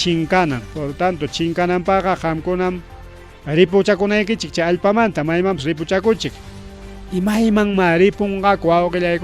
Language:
Ayacucho Quechua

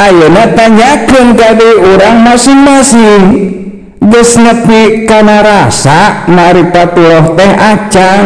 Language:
Sundanese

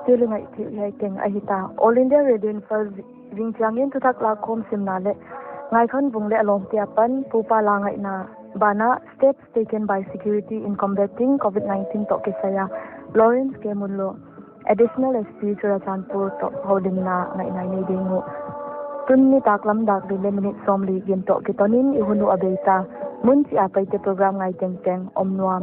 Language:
Paite Chin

